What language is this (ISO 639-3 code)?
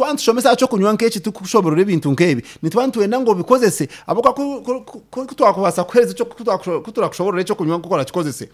nyn